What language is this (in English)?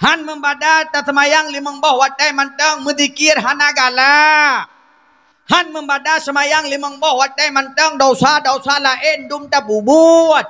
Achinese